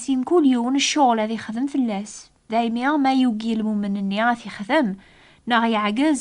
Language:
Kabyle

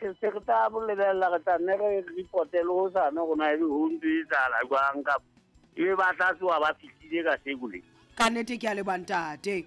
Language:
Southern Sotho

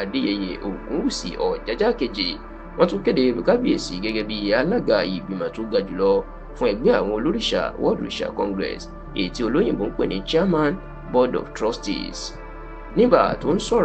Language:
Yoruba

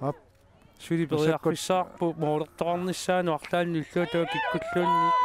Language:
Kalaallisut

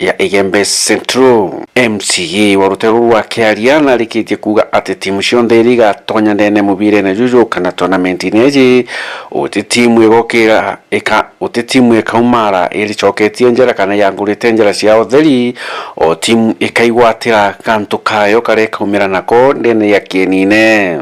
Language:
Meru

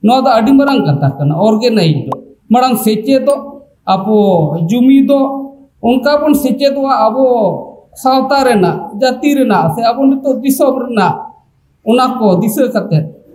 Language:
Santali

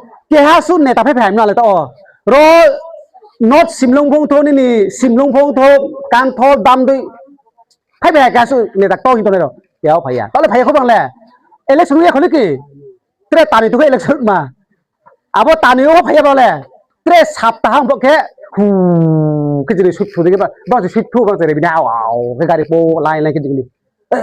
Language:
Riang (India)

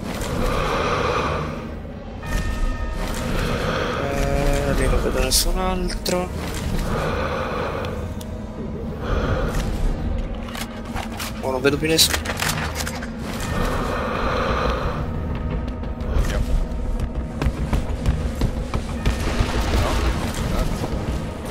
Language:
Italian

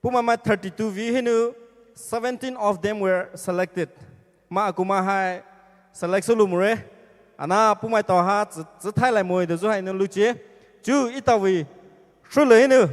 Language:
Poumei Naga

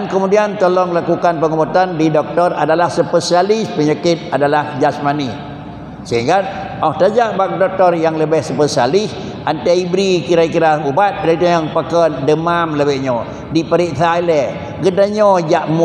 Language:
Achinese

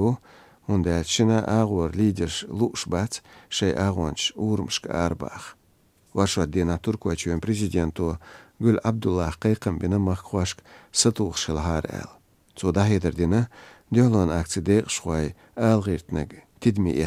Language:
Chechen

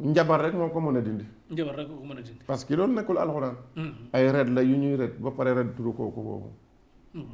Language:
Wolof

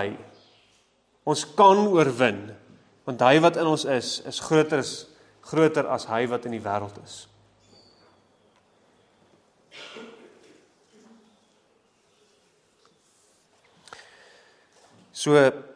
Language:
Afrikaans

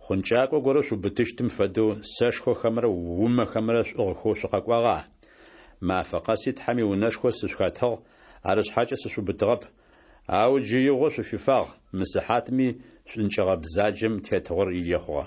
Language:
Adyghe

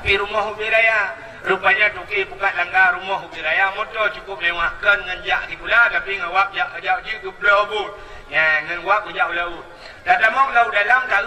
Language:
Achinese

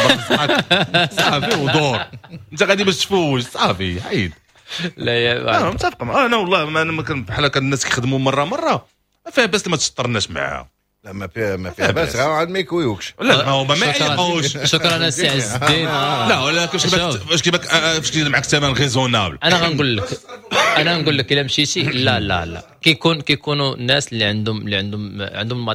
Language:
Moroccan Arabic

